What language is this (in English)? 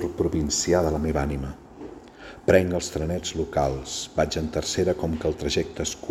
Catalan